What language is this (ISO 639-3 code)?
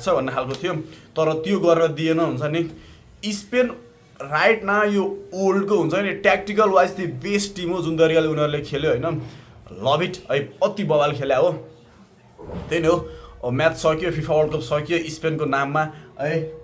nep